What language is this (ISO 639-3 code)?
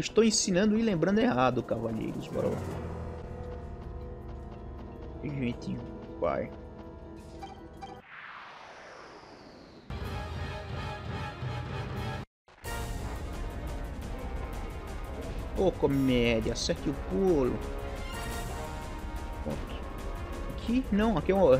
por